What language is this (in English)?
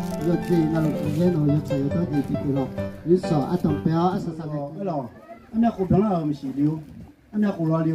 Akha